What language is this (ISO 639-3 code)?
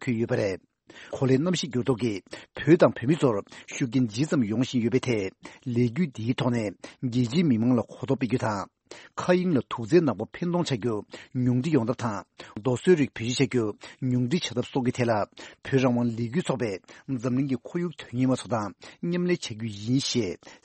bod